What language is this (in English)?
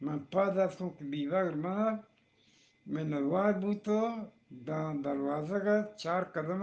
Eastern Balochi